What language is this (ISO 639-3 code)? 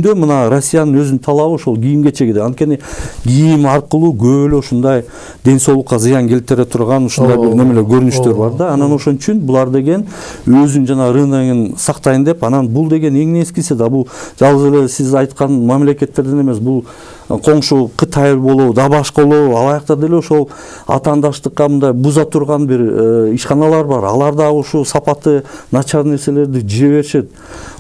kir